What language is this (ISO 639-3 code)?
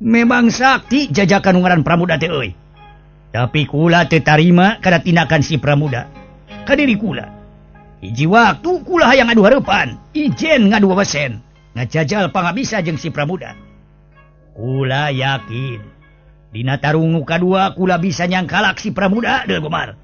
sun